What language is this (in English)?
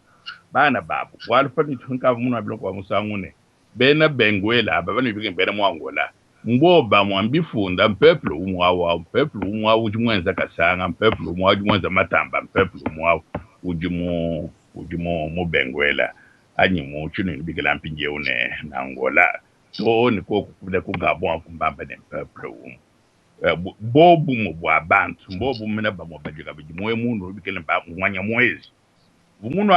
Luba-Lulua